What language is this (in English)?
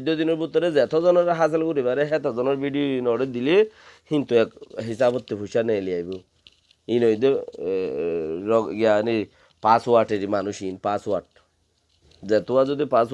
Rohingya